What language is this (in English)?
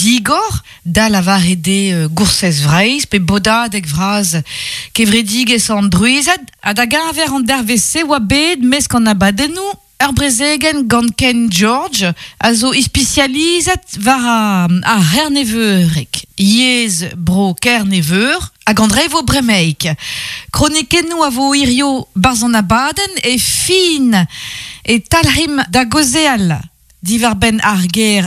Breton